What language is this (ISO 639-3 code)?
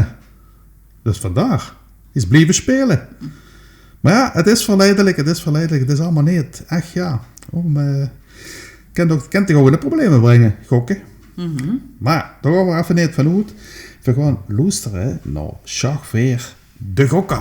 lim